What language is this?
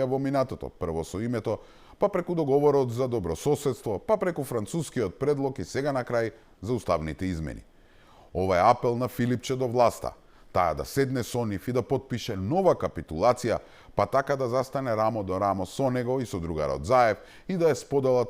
Macedonian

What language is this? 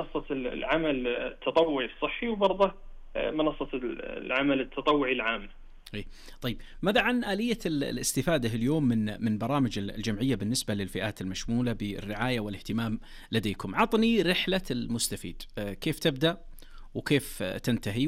Najdi Arabic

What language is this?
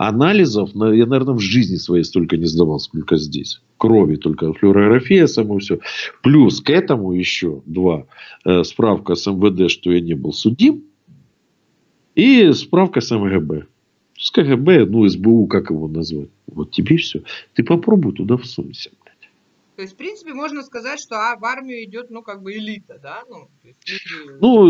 Russian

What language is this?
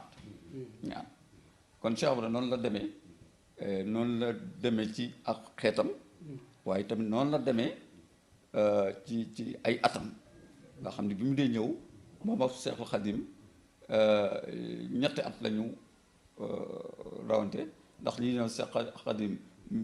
Wolof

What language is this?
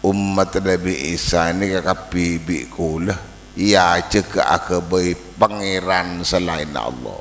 Madurese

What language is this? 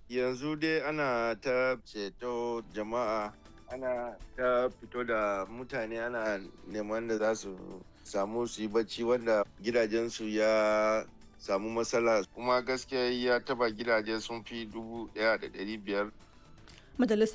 Hausa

